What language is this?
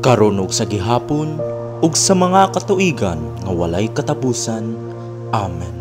Cebuano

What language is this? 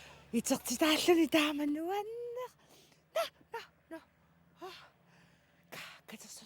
Kalaallisut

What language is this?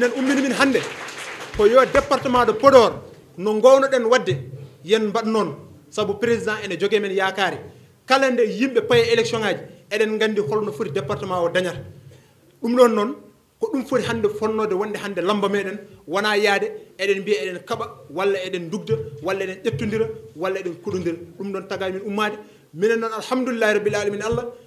Fula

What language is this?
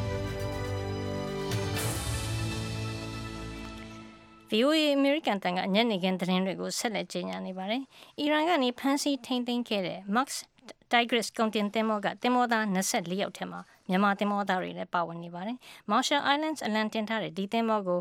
Burmese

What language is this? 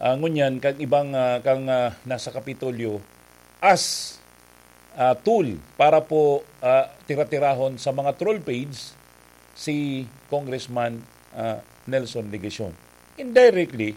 Bikol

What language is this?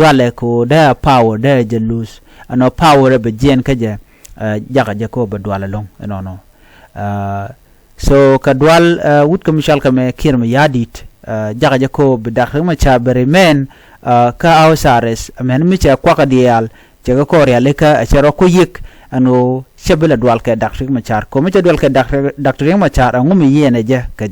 Nuer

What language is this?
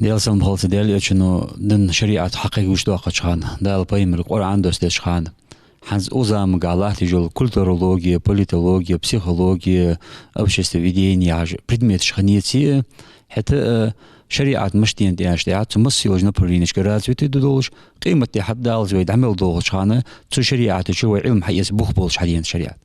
Ingush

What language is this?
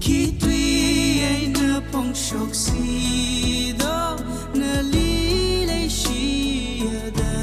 Tangkhul Naga (India)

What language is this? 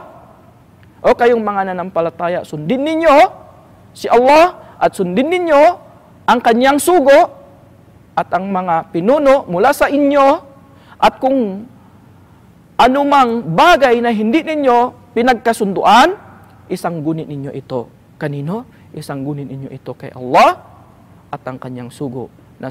Filipino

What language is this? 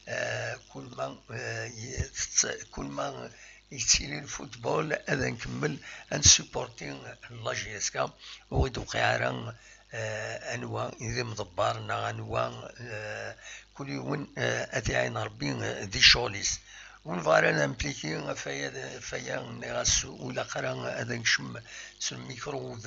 Kabyle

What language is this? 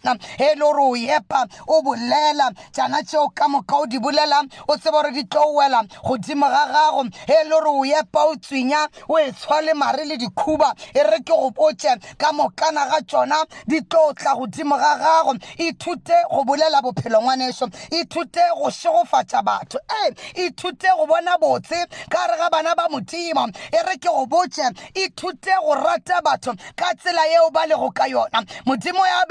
Northern Sotho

